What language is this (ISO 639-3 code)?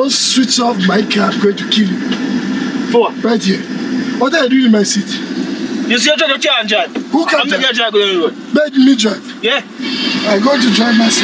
jam